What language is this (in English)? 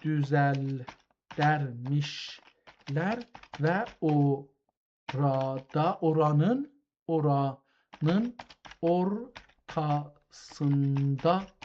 South Azerbaijani